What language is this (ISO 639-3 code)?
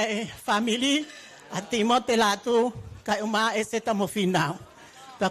ton